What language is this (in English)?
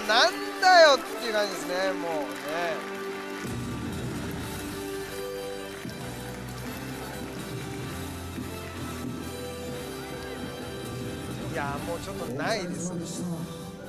Japanese